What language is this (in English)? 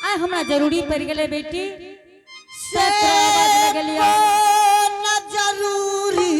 Angika